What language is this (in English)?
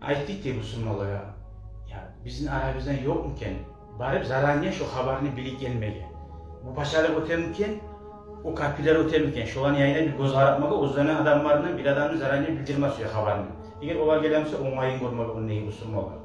Kumyk